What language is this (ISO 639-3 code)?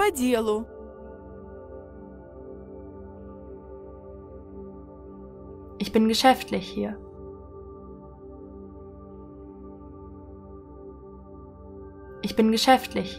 deu